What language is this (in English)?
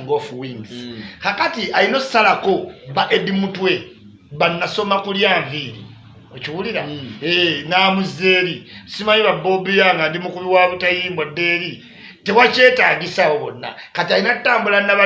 Ganda